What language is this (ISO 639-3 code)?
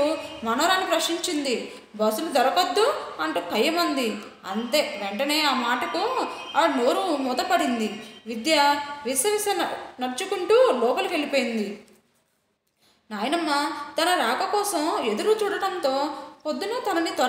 tel